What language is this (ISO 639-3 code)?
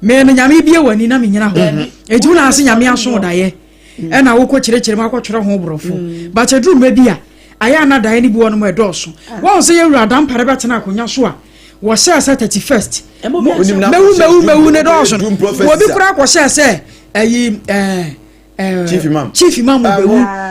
aka